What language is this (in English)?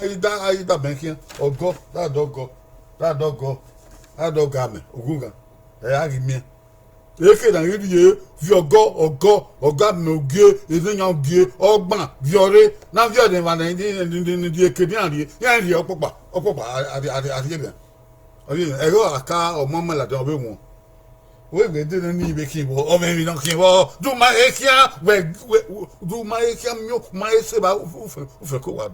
Bini